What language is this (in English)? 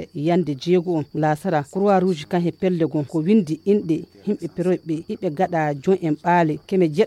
Nigerian Fulfulde